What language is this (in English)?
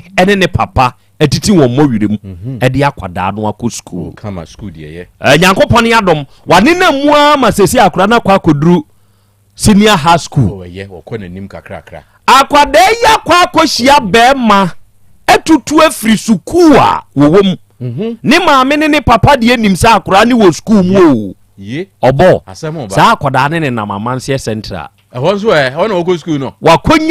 Akan